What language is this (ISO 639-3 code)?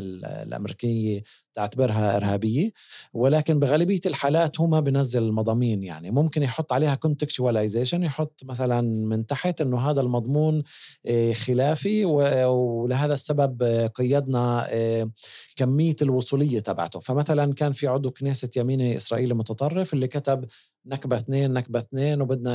apc